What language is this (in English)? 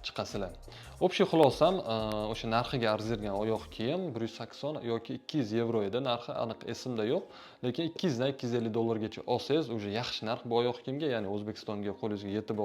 Uzbek